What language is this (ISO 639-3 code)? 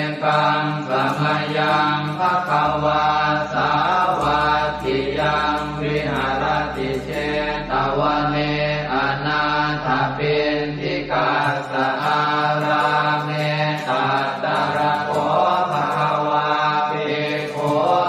pli